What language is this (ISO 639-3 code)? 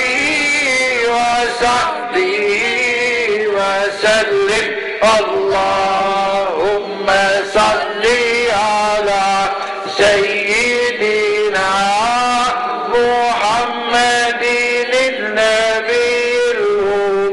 bos